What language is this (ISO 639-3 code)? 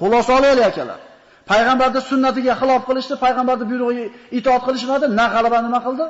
uzb